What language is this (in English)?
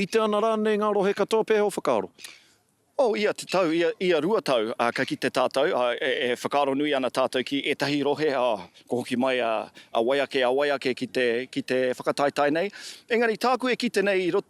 Māori